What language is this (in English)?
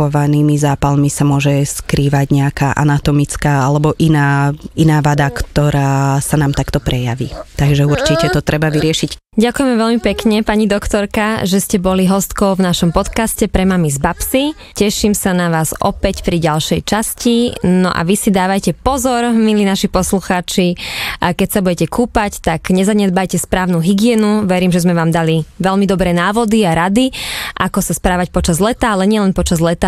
Slovak